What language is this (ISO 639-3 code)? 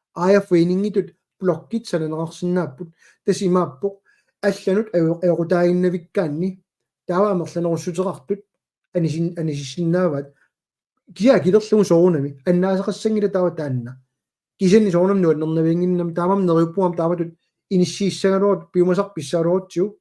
kal